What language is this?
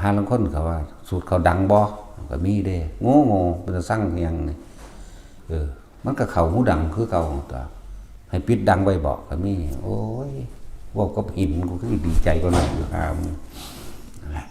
Northeastern Thai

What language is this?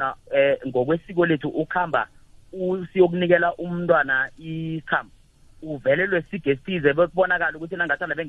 South Ndebele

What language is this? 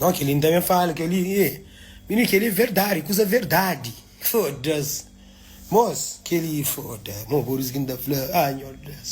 Kabuverdianu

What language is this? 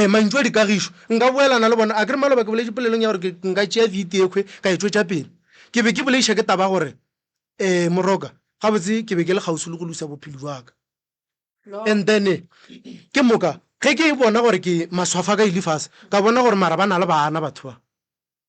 Northern Sotho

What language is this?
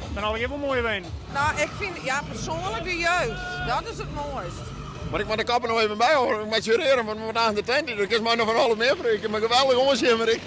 Western Frisian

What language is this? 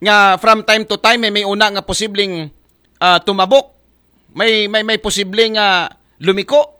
Aklanon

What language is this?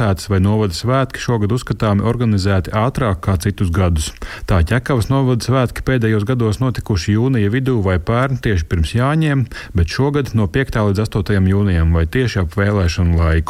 Latvian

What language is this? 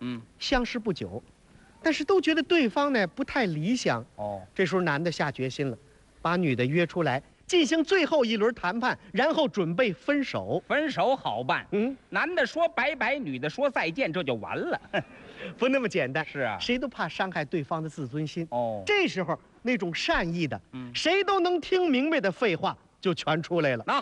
Chinese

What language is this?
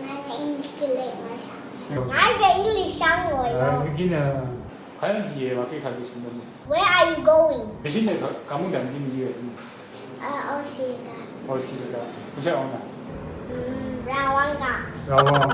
Rawang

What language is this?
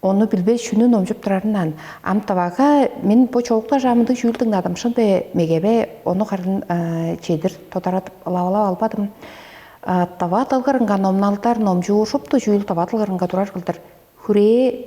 Tuvinian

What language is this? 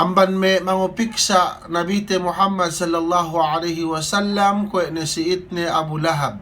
Yakan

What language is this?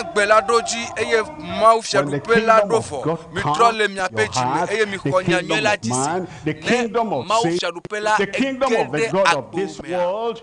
Ewe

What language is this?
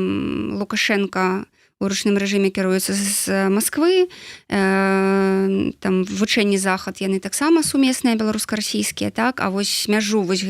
Belarusian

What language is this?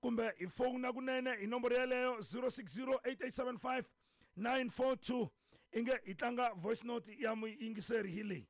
Tsonga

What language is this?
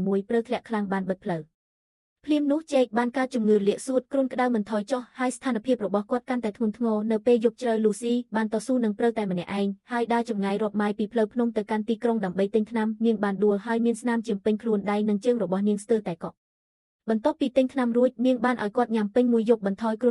Khmer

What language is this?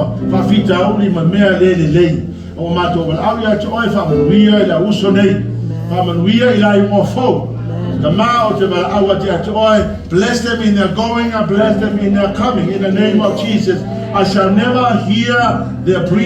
Samoan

